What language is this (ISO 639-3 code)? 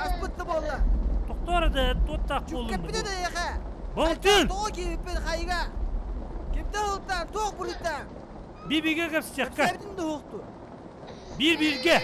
sah